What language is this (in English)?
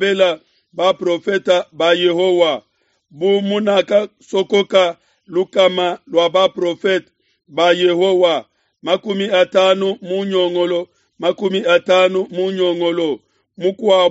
Luba-Lulua